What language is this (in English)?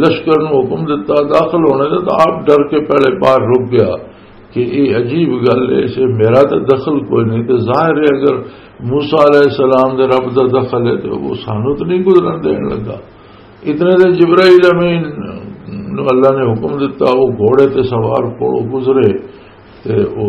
Western Panjabi